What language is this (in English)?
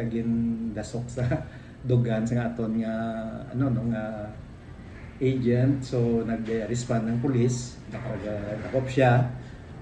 Hiligaynon